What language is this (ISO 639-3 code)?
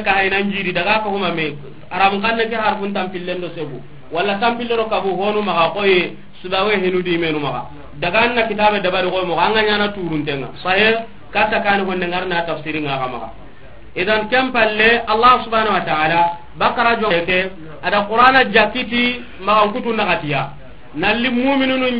snk